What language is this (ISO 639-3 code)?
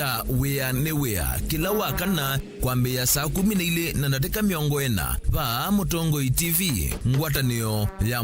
kam